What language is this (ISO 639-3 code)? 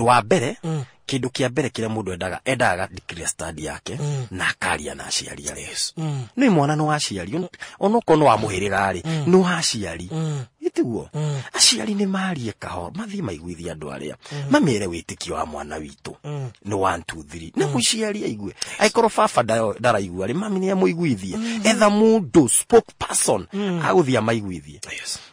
kik